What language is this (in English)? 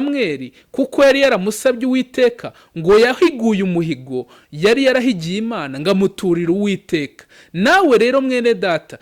Kinyarwanda